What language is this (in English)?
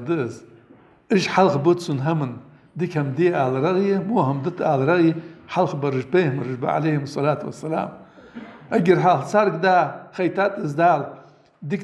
Ingush